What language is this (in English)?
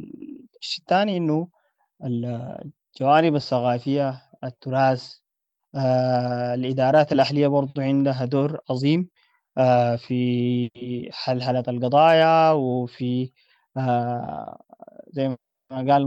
Sudanese Arabic